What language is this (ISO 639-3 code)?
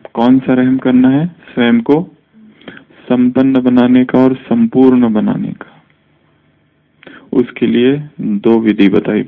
hin